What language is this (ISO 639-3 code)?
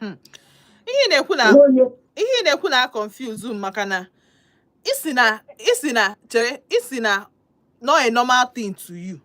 ibo